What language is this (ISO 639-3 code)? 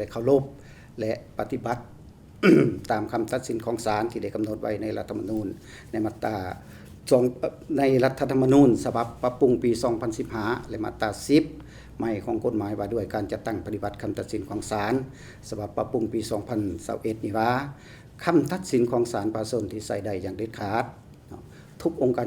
lao